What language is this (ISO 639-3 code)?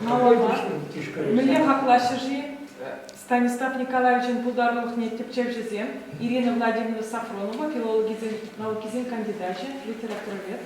chv